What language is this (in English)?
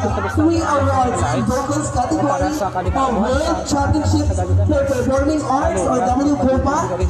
Hiligaynon